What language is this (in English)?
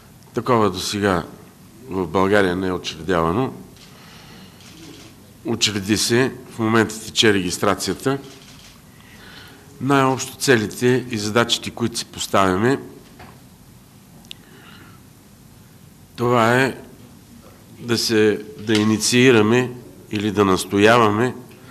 Bulgarian